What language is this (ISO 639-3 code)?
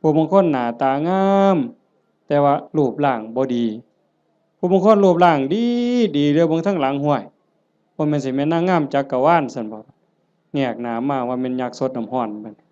tts